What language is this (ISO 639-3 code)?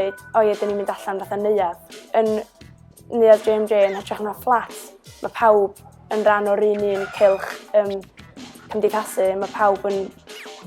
cym